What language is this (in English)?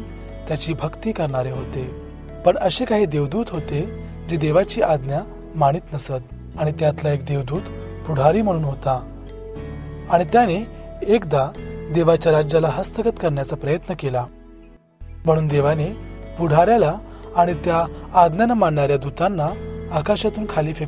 Marathi